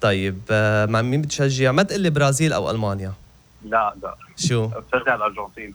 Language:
North Levantine Arabic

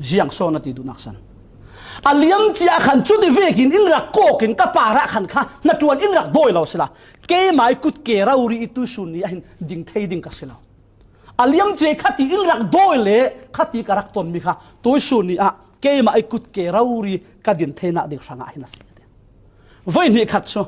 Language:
Falam Chin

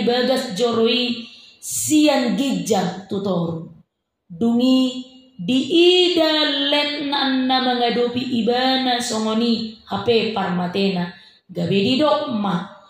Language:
Batak Toba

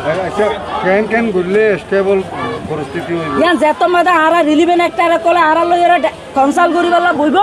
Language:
Rohingya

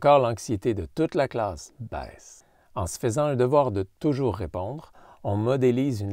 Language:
French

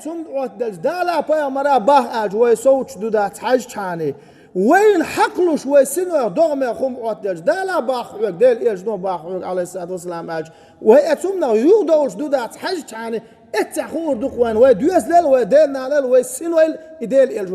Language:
Chechen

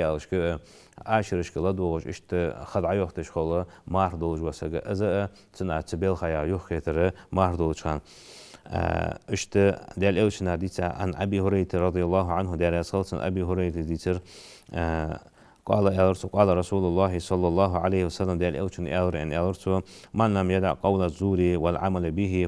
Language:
Ingush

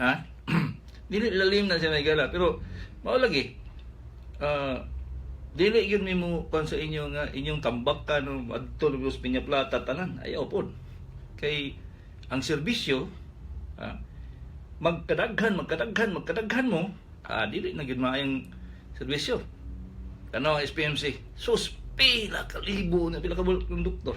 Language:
Cebuano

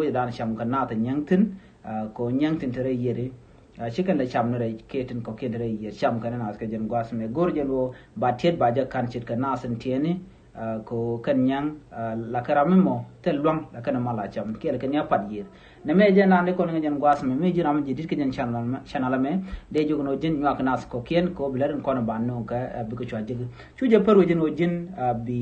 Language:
Nuer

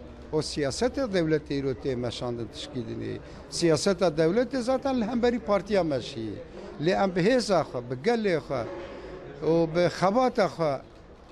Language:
Kurdish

